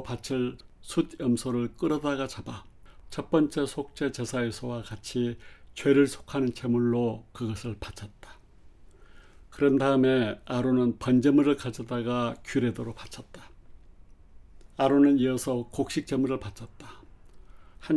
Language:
Korean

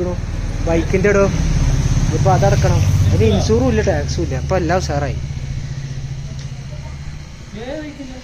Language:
Malayalam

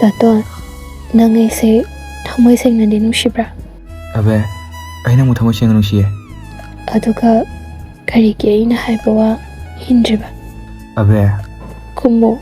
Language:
Manipuri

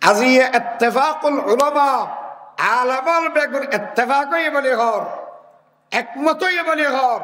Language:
Rohingya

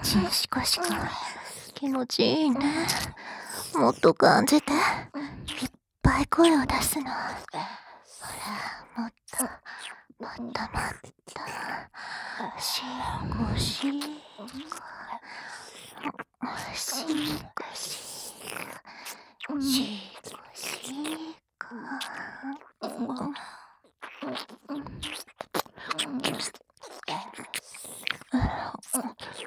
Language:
Japanese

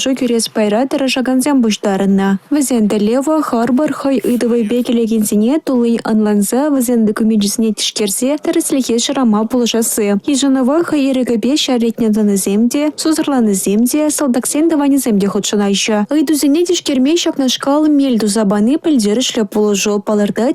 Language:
Chuvash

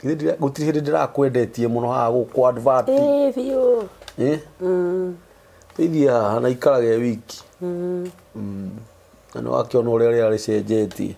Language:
Kikuyu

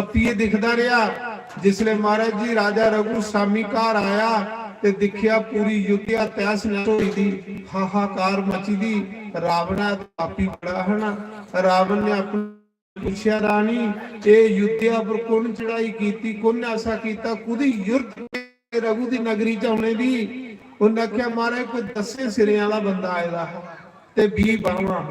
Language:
Dogri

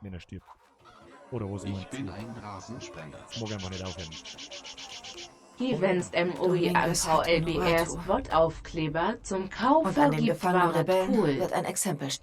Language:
Bavarian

